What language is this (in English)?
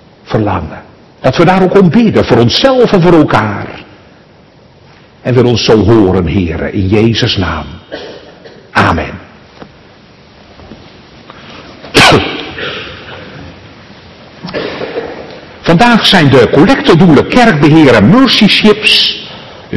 Dutch